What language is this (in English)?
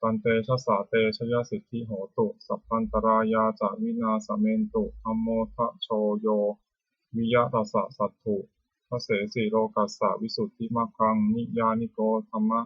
Pali